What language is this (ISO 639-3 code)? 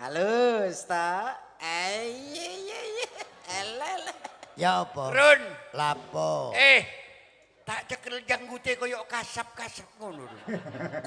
jav